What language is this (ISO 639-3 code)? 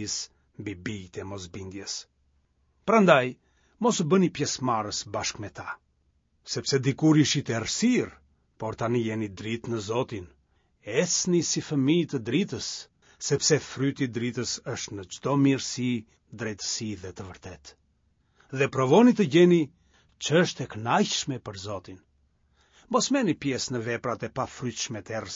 sqi